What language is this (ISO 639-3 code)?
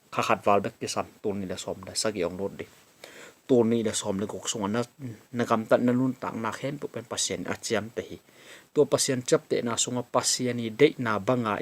ctd